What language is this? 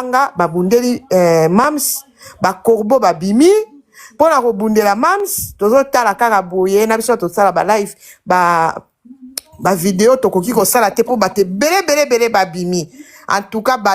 Lingala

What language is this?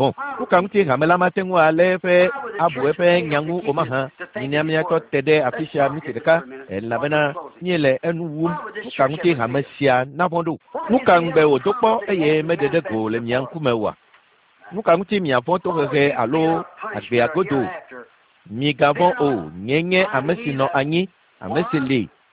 Ewe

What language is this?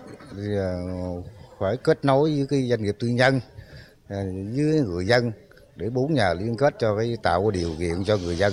Vietnamese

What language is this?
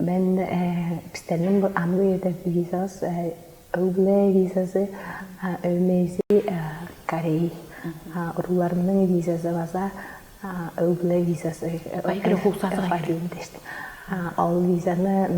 Tuvinian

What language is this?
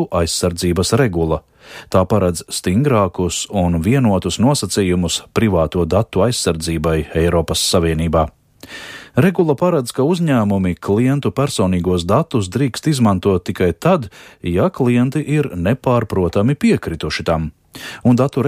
Latvian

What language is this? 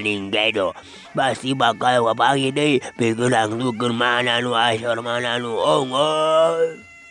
Sundanese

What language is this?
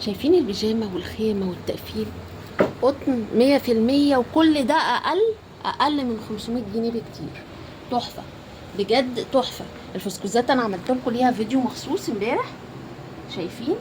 Egyptian Arabic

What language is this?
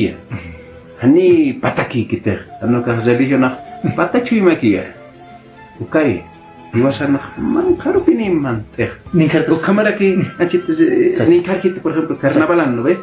Aymara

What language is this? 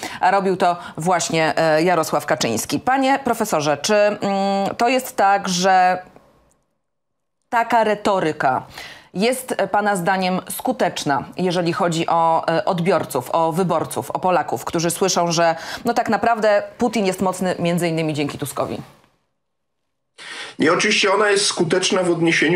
Polish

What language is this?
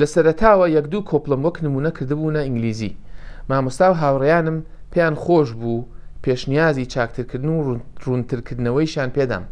Central Kurdish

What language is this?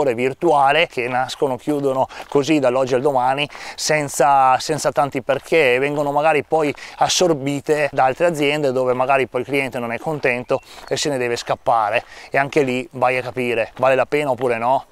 Italian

